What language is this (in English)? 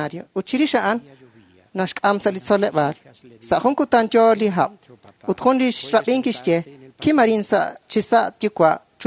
Kekchí